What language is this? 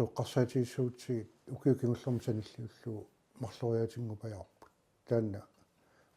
Kalaallisut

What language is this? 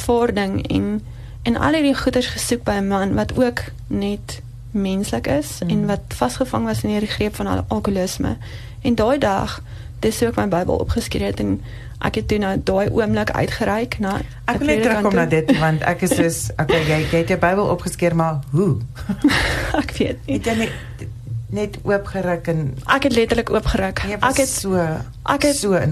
Afrikaans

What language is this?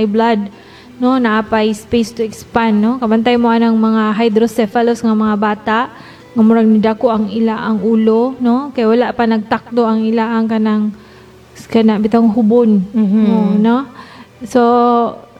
Cebuano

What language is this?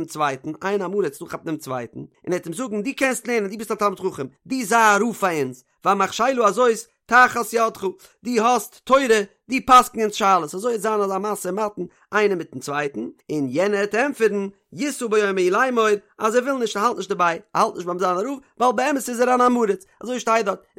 Yiddish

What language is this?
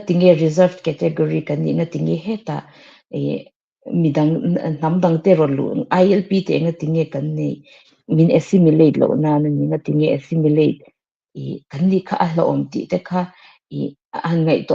Mizo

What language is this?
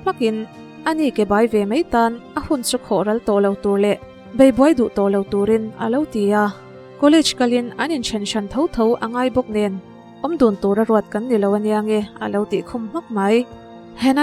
Mizo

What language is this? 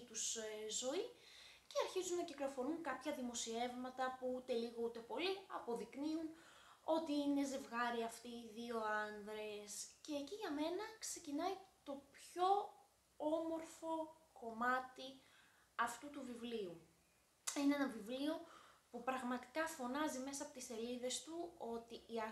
Greek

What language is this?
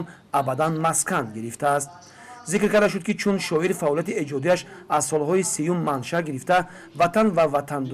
Tajik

